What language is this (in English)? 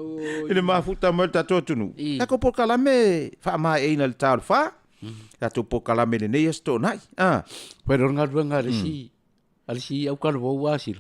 Samoan